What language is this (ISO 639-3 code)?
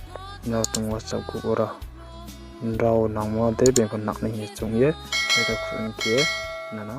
ria